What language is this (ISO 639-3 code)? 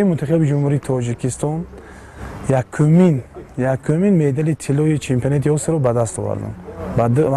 tgk